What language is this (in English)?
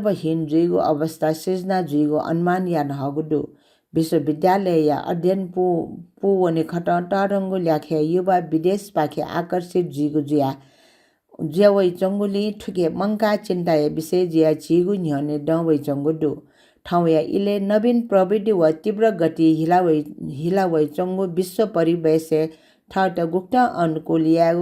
Newari